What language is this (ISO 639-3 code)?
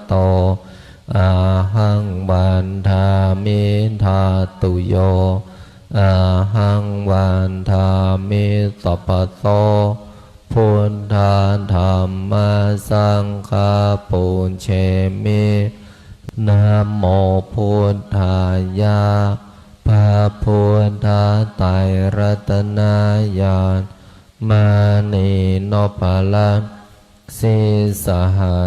pli